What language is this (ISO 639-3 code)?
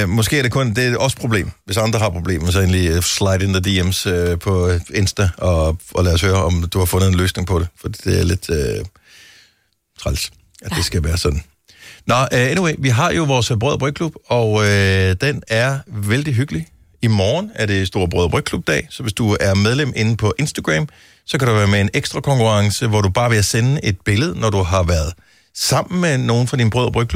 dan